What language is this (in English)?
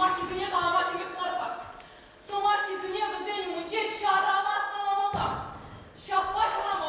Chuvash